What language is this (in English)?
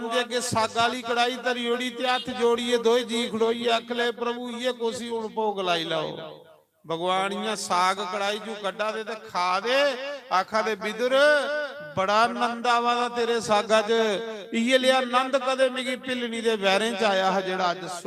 Dogri